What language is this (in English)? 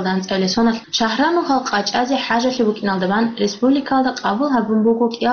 Avaric